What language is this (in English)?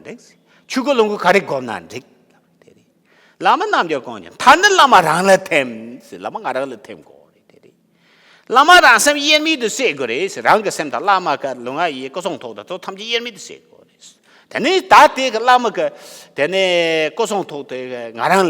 Tibetan